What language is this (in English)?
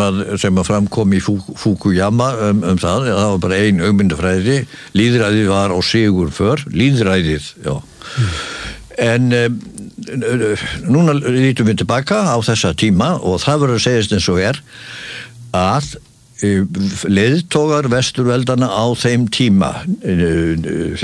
Icelandic